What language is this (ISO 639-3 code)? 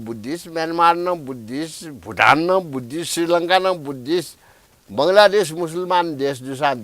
new